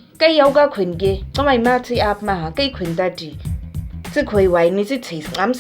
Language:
Nama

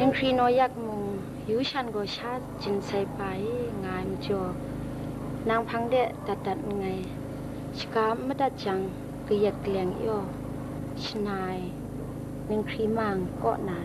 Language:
Kachin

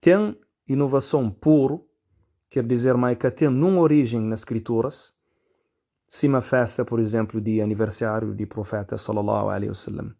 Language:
Kabuverdianu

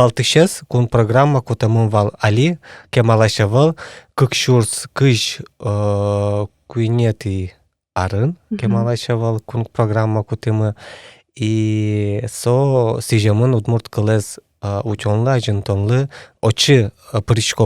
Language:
Udmurt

